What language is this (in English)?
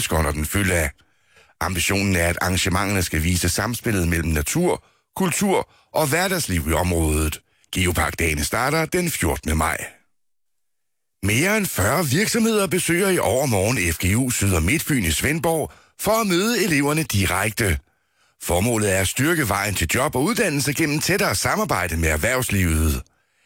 Danish